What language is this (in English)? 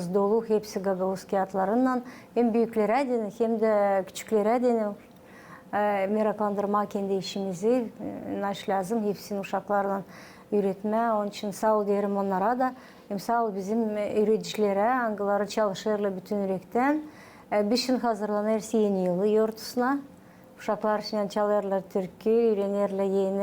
Gagauz